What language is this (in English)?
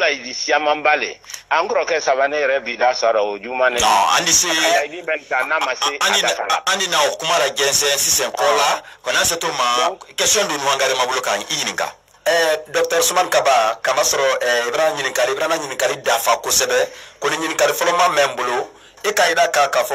Bambara